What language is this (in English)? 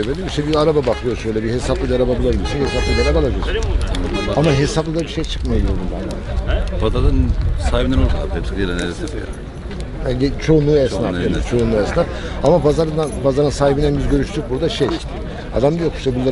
Turkish